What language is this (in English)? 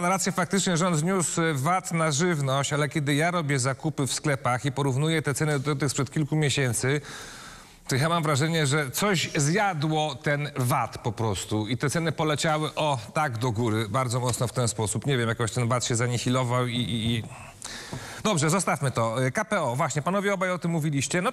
Polish